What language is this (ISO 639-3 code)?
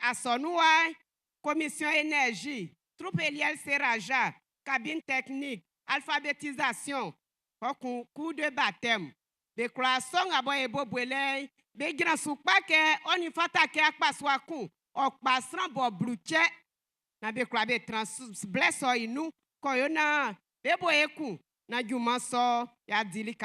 bci